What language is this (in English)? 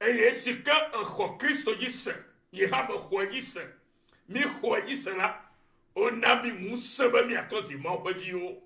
Ewe